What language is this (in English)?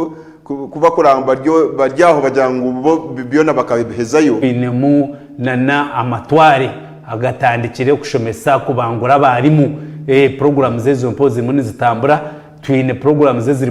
Nyankole